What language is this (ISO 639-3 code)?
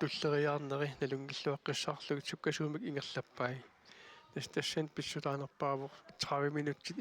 kal